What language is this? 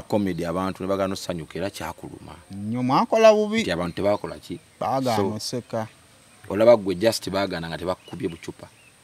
Ganda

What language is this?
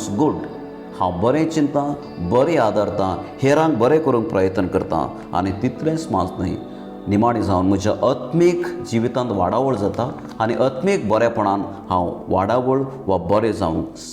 Konkani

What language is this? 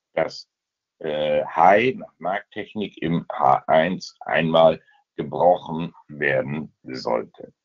German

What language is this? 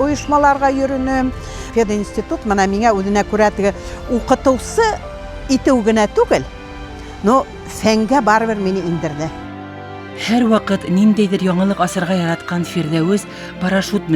Bashkir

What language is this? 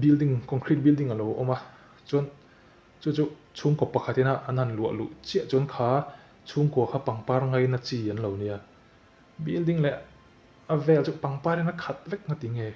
Mizo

